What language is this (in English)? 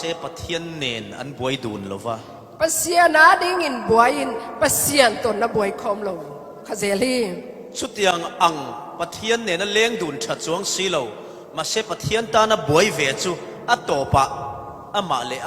Falam Chin